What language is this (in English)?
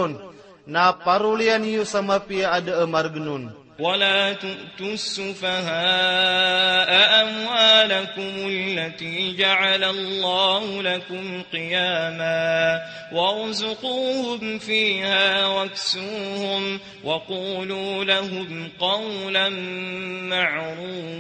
Maranao